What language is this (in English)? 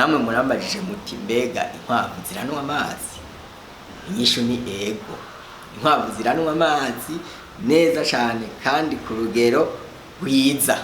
Rundi